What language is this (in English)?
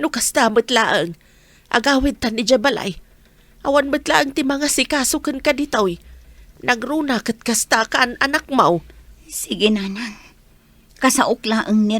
Iloko